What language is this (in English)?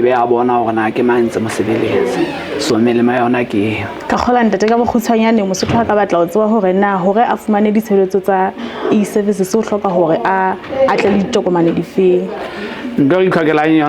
Southern Sotho